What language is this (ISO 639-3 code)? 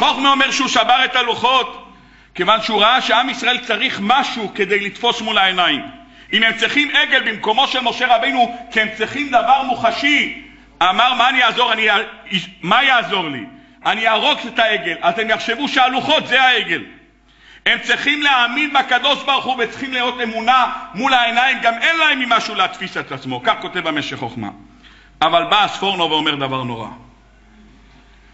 heb